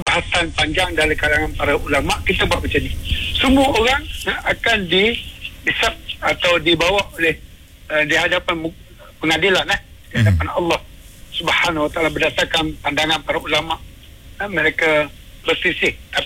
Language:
Malay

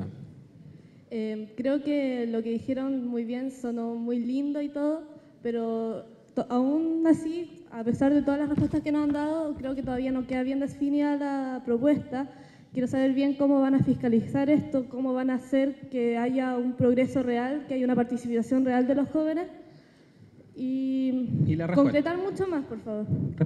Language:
Spanish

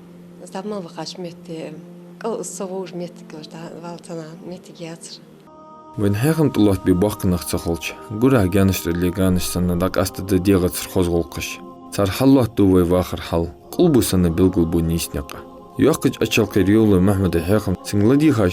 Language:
Ingush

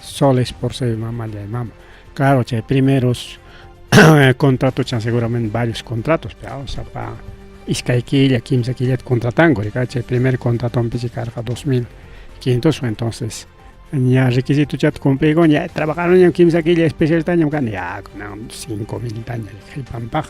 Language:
Ayacucho Quechua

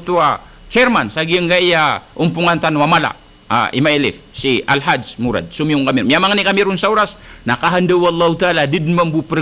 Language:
Maranao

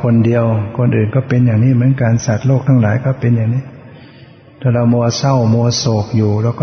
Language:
Thai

